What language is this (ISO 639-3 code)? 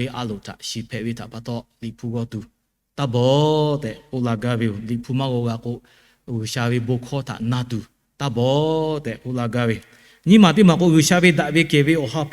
lhu